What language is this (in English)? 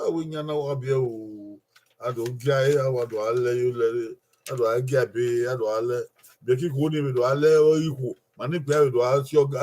Bini